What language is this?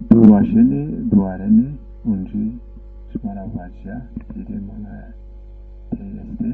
Zaza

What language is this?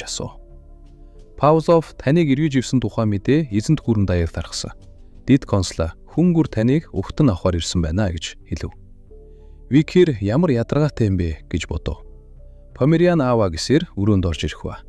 Mongolian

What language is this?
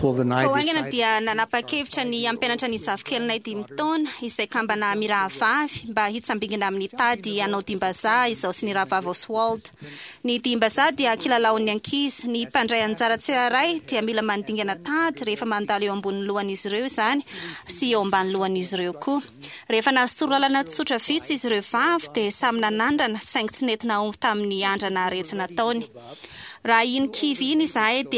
Malagasy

